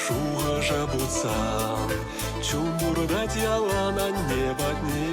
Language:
Chuvash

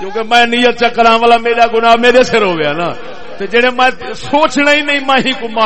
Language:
Saraiki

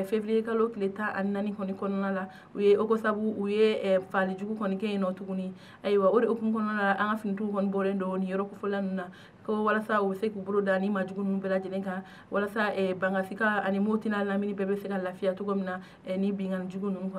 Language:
Bambara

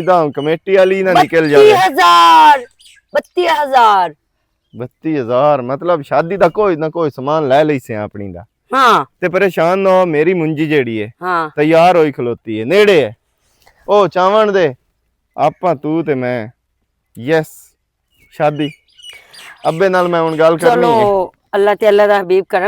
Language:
Western Panjabi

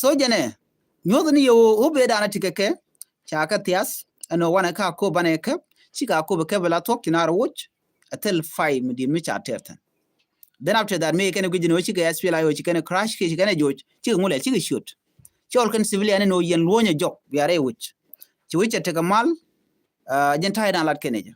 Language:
Nuer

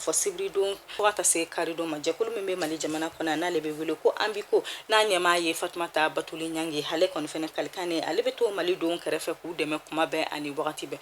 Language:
Bambara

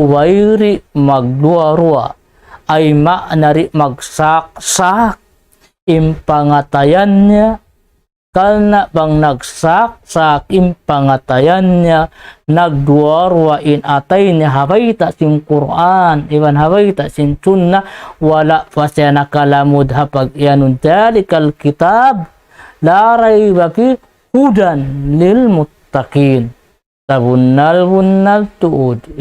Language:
Tausug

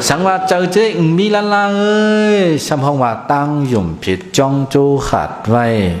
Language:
Shan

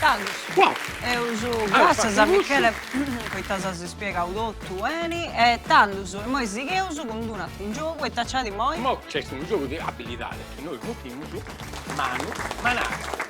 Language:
Sardinian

